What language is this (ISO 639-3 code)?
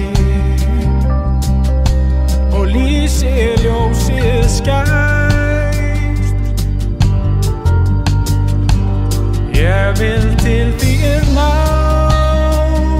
isl